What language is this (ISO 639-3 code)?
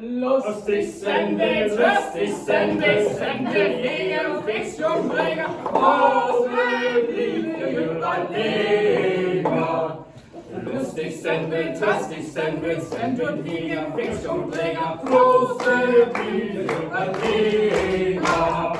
frr